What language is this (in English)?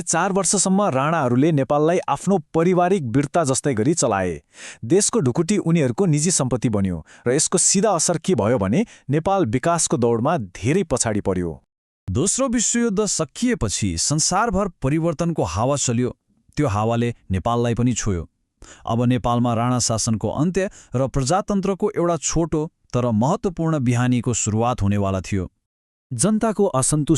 Nepali